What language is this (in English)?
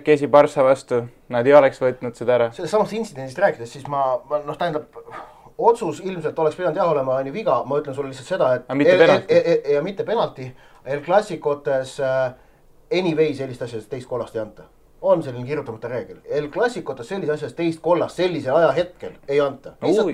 Estonian